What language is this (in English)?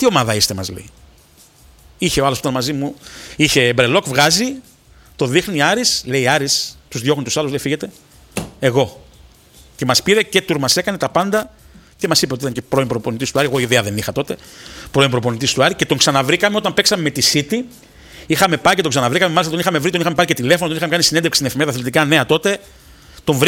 Greek